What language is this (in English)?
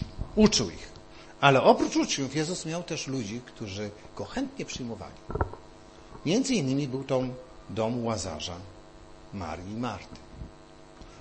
Polish